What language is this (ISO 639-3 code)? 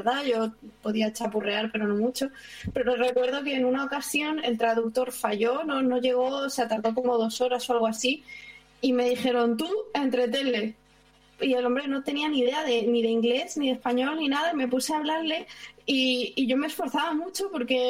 spa